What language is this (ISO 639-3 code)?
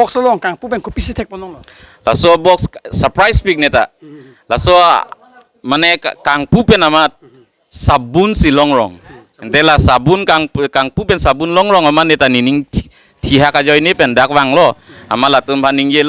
mjw